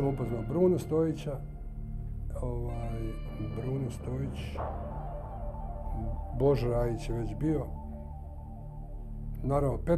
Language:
Bosnian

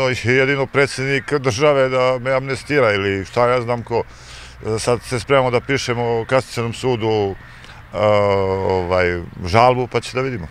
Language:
Serbian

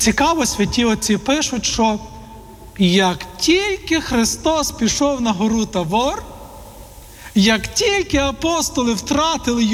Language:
Ukrainian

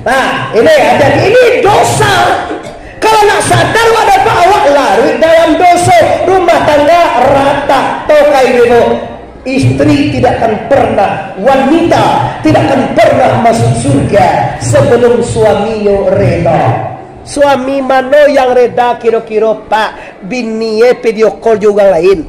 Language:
Minangkabau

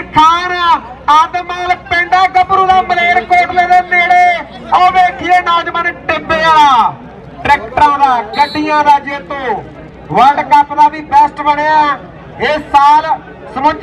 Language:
Punjabi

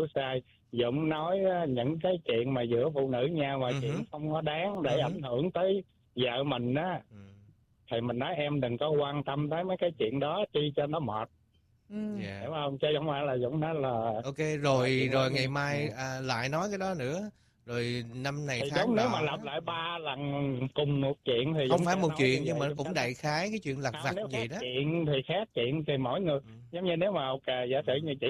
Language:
Vietnamese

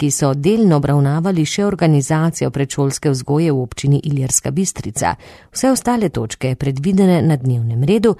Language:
Slovenian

